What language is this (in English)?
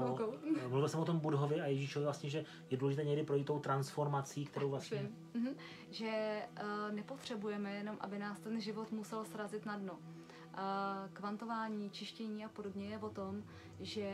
Czech